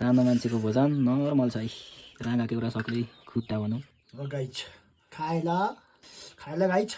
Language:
Nepali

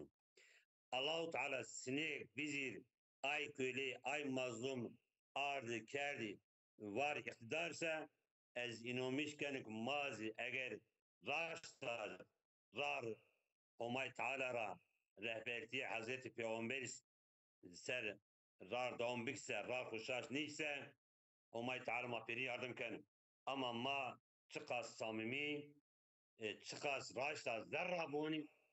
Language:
Zaza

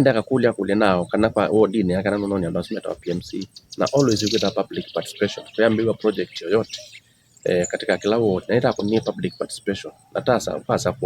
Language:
Kamba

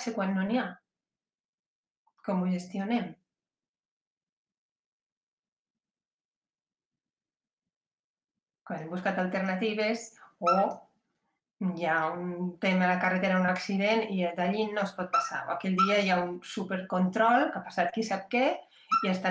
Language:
Catalan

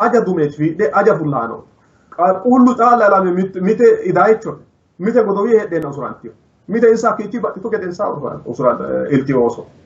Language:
Sidamo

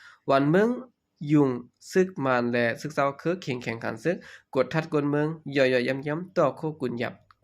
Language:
Shan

